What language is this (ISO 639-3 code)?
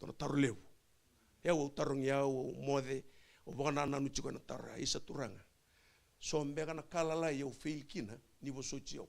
fij